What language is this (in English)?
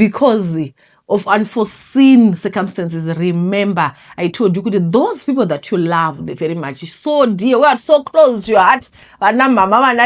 Shona